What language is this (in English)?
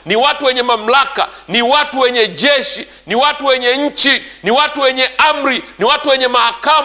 Swahili